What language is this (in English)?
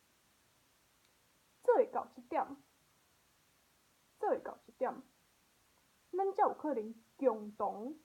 Min Nan Chinese